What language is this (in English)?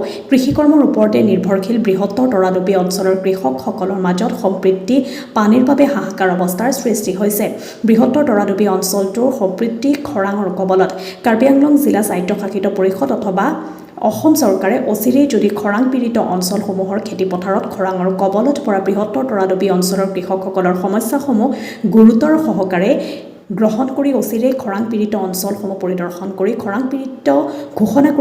Assamese